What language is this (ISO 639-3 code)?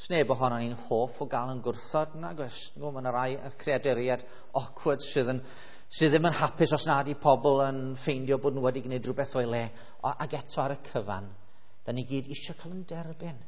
cym